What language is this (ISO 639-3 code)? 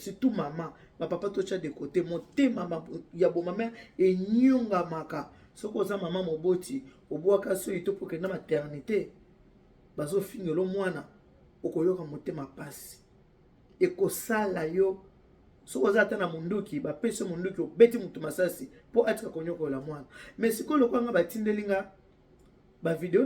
lin